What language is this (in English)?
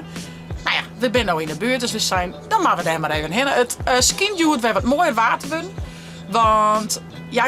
Western Frisian